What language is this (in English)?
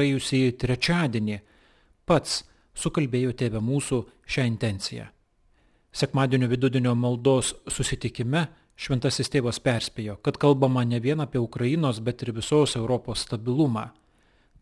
Lithuanian